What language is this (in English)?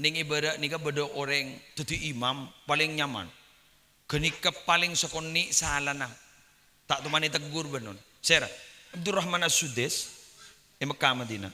Madurese